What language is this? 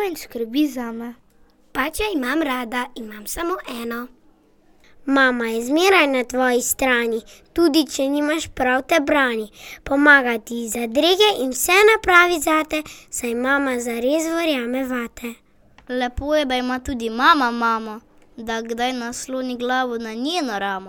Slovenian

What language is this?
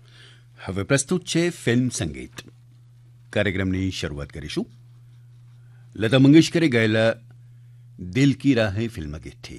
Gujarati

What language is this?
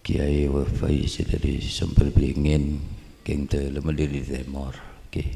Madurese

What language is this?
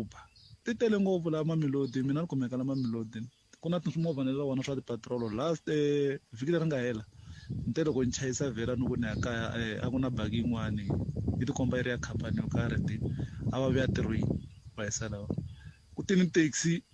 Tsonga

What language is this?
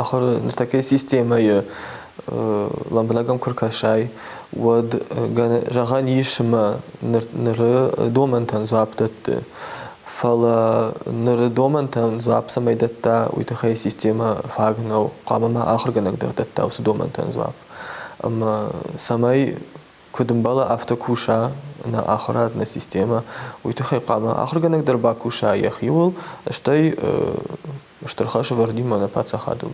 Ossetic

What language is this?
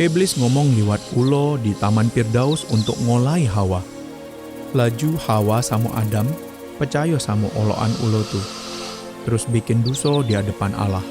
Musi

